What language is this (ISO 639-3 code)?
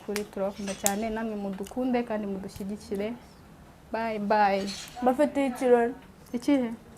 kin